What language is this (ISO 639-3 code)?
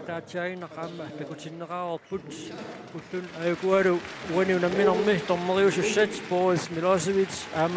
kal